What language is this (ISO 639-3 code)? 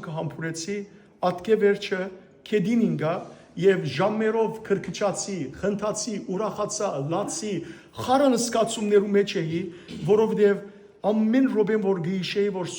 hyw